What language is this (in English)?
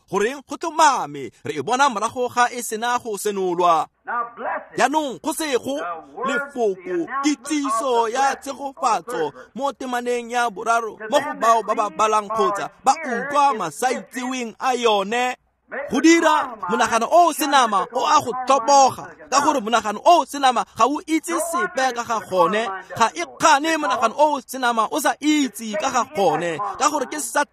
Tswana